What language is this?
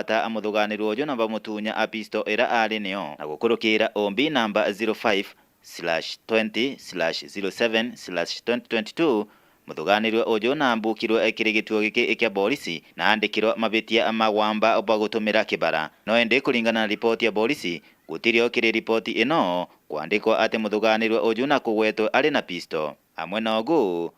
Meru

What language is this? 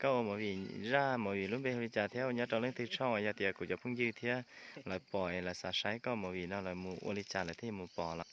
Hmong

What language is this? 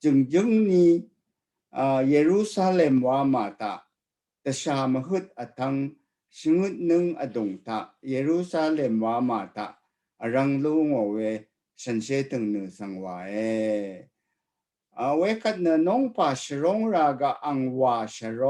Rawang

